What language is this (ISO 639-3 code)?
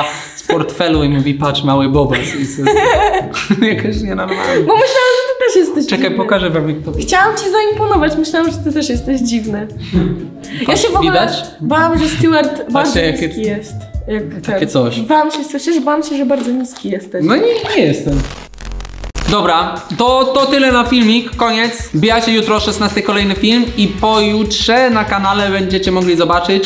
pol